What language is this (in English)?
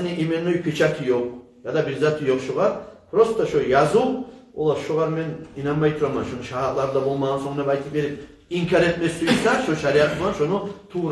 Kumyk